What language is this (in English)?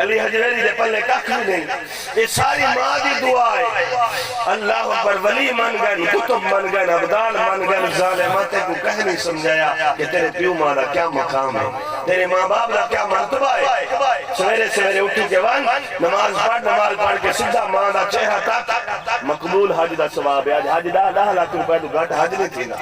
Saraiki